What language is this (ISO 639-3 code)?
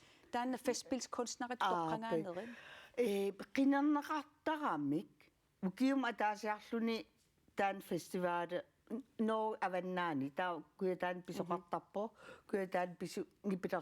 kal